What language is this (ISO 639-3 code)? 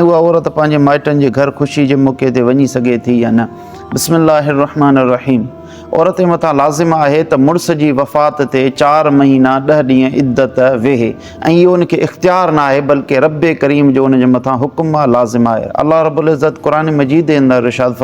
snd